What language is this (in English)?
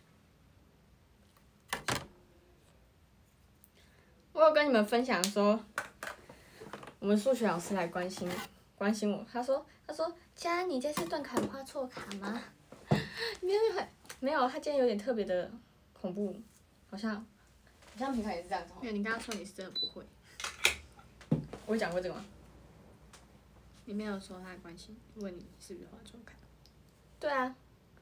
Chinese